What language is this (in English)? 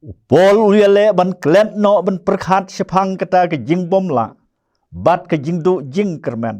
Khasi